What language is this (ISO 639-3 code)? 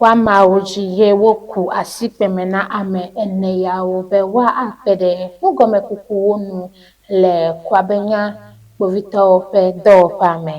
ewe